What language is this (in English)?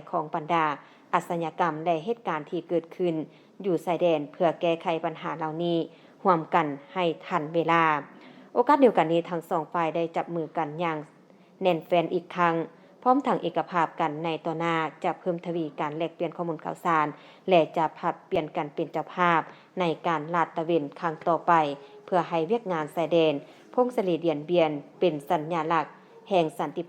Lao